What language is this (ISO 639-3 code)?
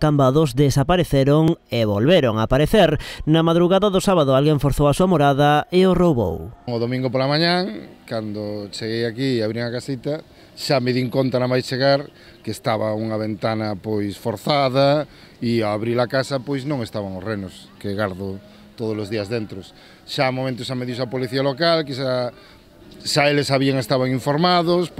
glg